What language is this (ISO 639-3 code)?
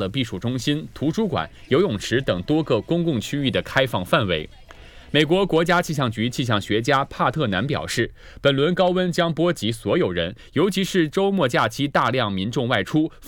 zho